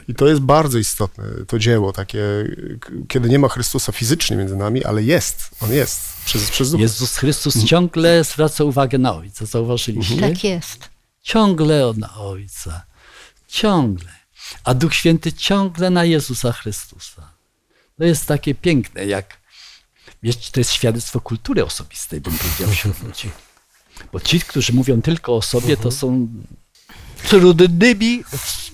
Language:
Polish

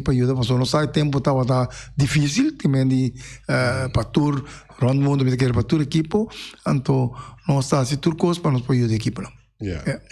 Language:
Papiamento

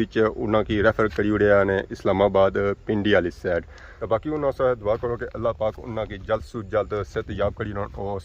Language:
Pahari-Potwari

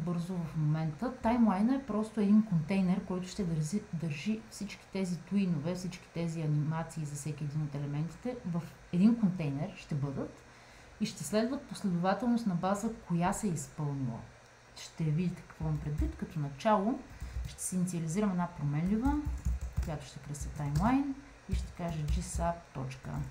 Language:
Bulgarian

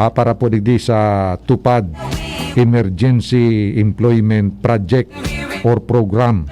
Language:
Bikol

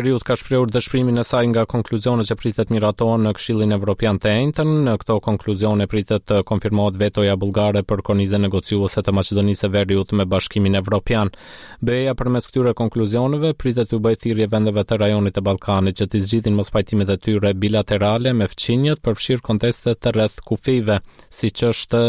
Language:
Albanian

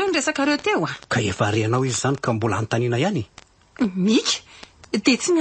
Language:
Malagasy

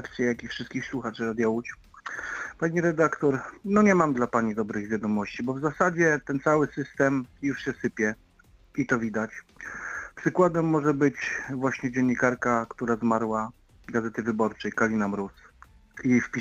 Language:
Polish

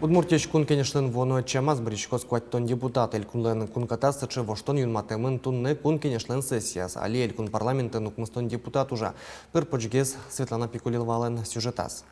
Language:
Udmurt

